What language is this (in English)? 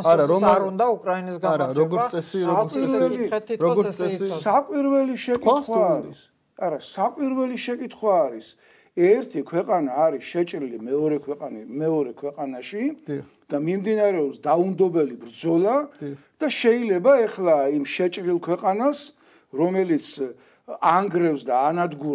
Georgian